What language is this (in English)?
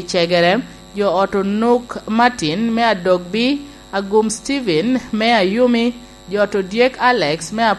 Lango (Uganda)